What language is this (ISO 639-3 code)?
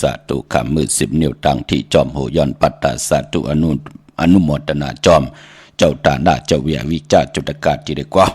shn